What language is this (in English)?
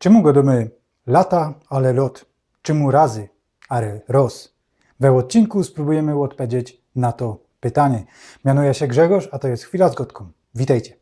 Silesian